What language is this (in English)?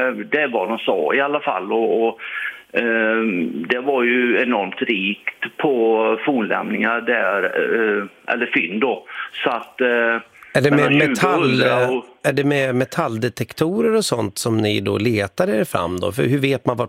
Swedish